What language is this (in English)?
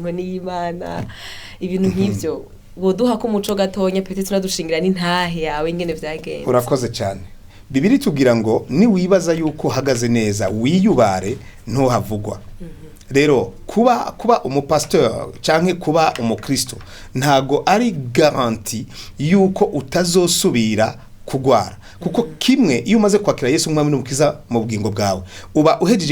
Rundi